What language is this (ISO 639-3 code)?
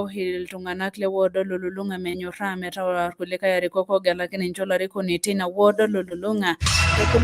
mas